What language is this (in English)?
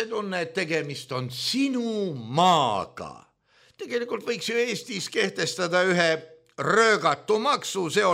Estonian